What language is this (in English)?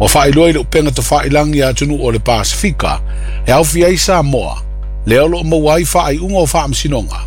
Samoan